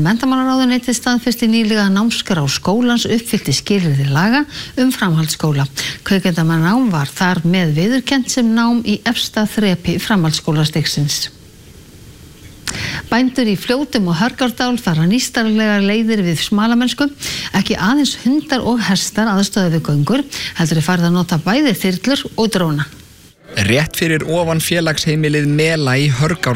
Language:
Icelandic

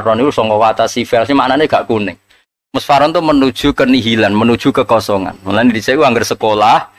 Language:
Javanese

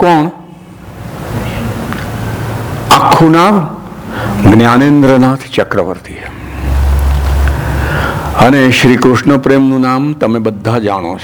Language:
Gujarati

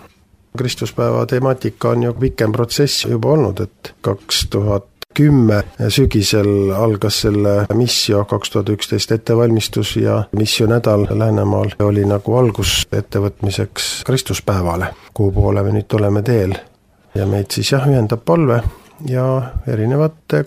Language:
Estonian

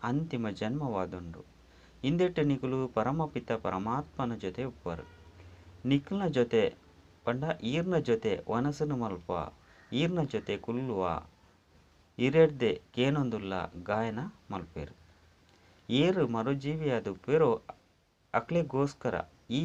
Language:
Tulu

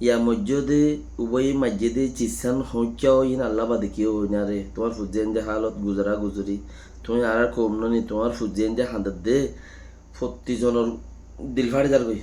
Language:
Rohingya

